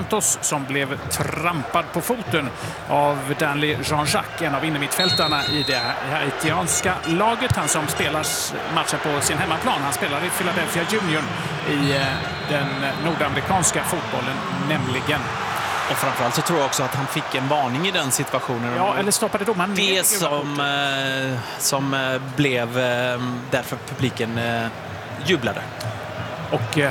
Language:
Swedish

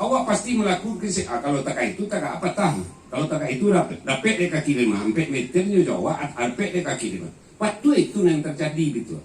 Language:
Minangkabau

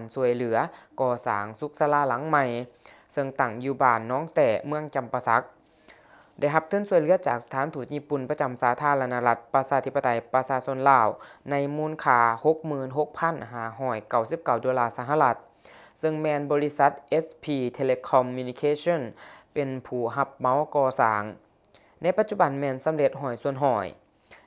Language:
Lao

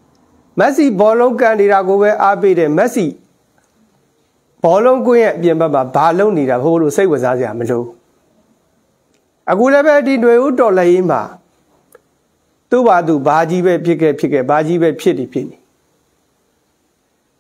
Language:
Burmese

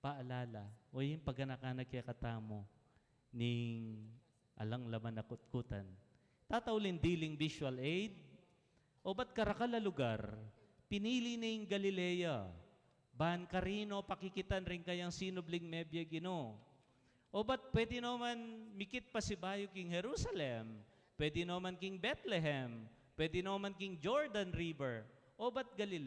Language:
Pampanga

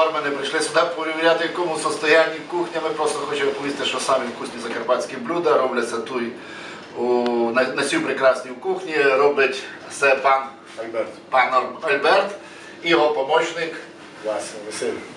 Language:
Rusyn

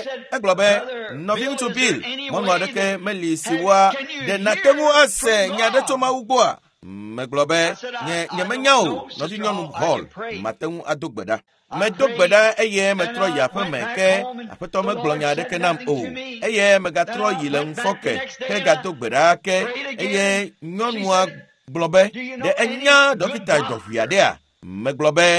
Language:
Ewe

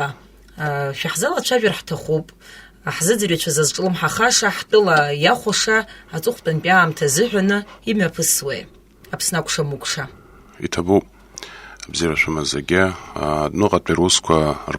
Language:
Abkhazian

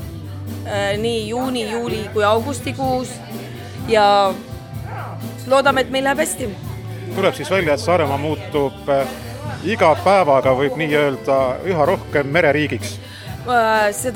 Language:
Estonian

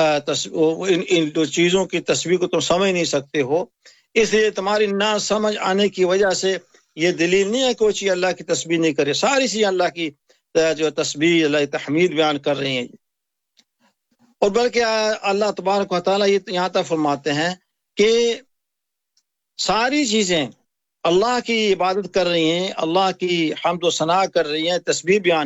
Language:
Urdu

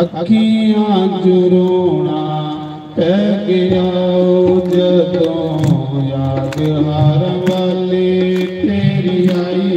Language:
Dogri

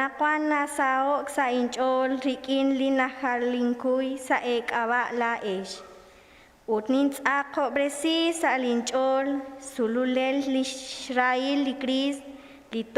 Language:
Kekchí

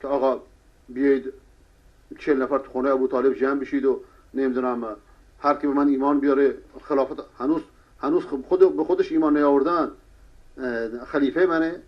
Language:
Persian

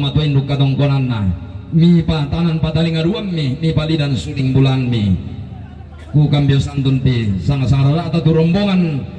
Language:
Toraja-Sa'dan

